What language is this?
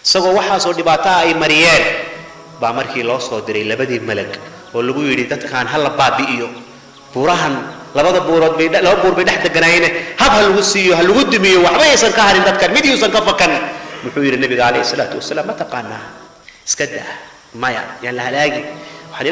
Somali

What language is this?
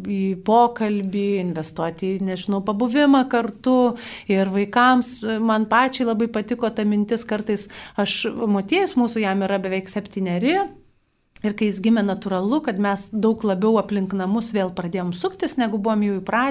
Lithuanian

